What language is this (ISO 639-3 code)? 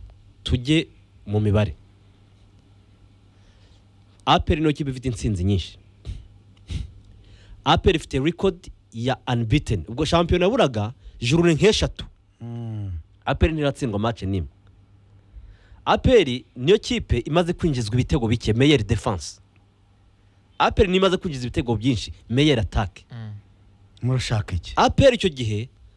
kin